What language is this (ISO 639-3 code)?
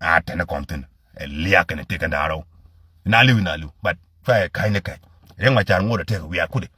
nus